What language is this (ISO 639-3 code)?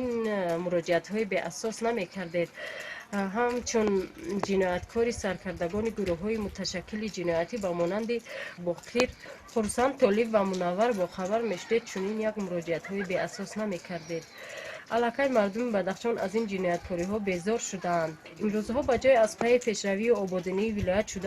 tgk